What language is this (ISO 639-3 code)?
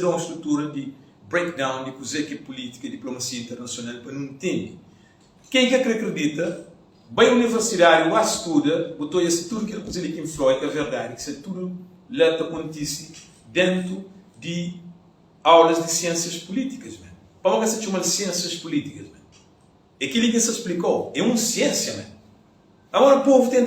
kea